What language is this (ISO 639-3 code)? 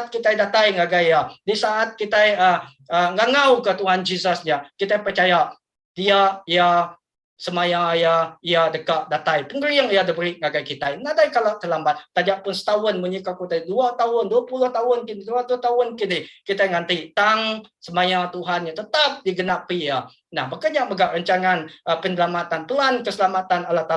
iba